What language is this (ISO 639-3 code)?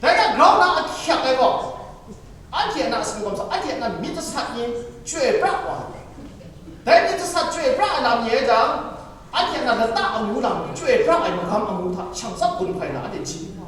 kac